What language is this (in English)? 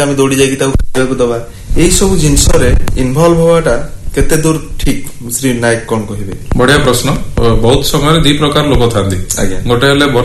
Odia